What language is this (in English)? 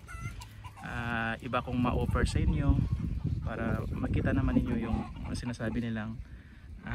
Filipino